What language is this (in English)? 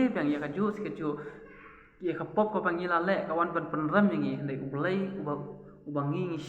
Khasi